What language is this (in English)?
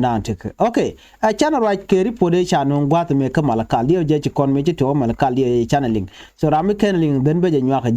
Nuer